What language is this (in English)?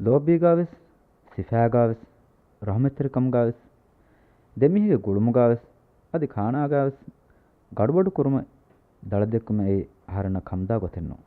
Divehi